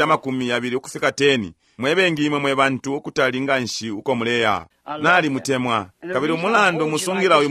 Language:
Bemba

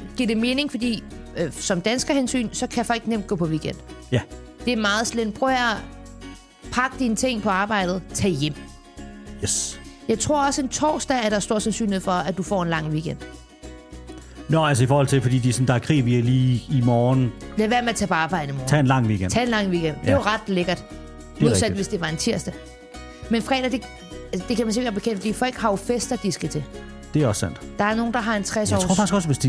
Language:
Danish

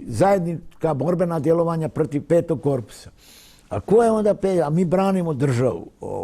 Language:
Bosnian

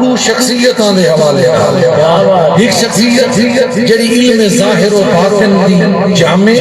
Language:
Saraiki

